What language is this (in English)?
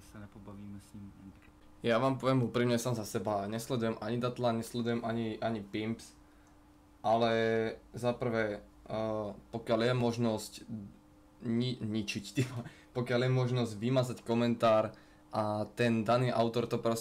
Slovak